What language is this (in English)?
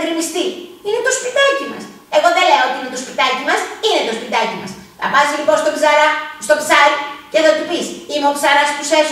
Greek